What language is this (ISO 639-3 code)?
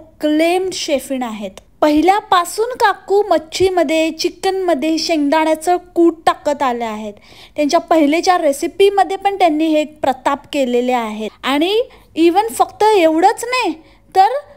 mar